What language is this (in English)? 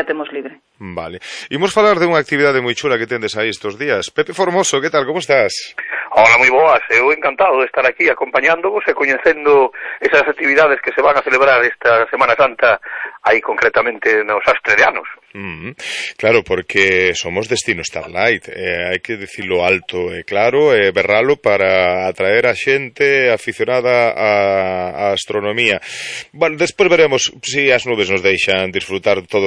Galician